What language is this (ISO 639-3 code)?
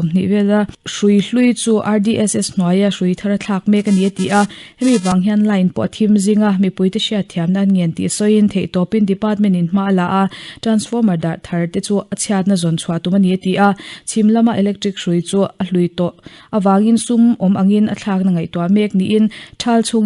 lus